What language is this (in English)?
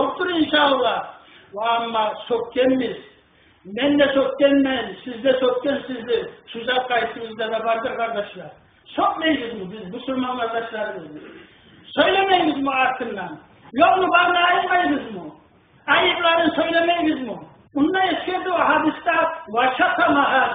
Kumyk